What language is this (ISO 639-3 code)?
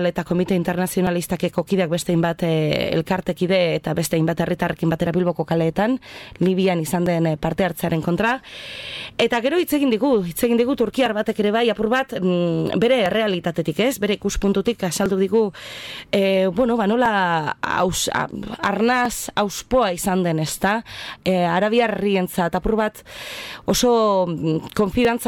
eus